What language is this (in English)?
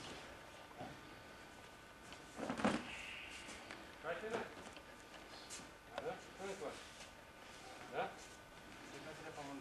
Romanian